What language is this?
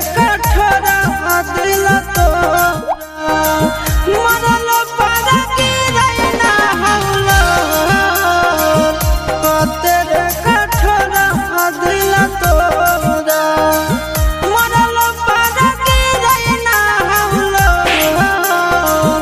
Bhojpuri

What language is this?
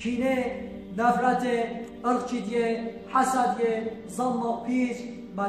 Kurdish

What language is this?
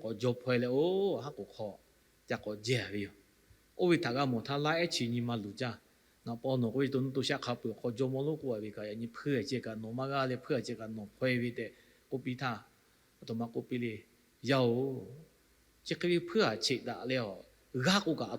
Lahu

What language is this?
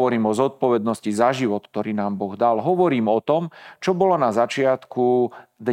Slovak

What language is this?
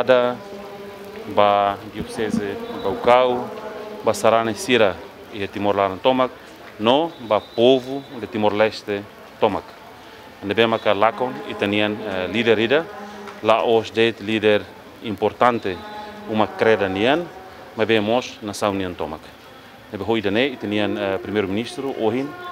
Tetum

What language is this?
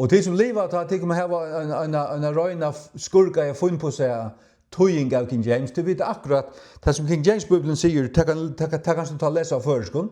Faroese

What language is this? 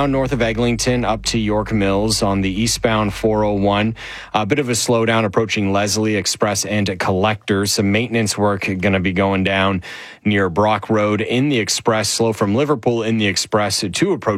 English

